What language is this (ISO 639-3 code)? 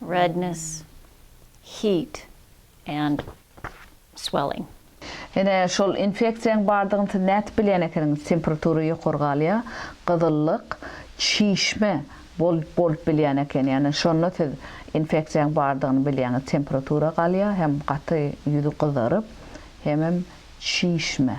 tuk